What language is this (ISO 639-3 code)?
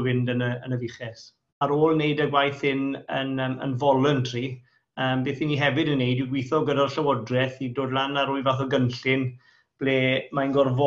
cym